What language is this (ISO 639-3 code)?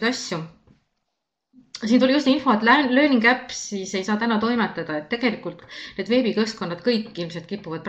est